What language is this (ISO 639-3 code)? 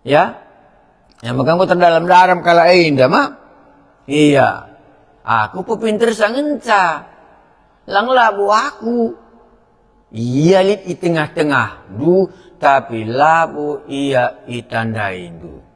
btx